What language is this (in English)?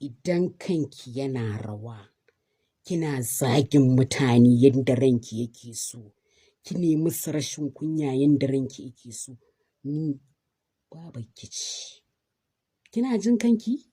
Hausa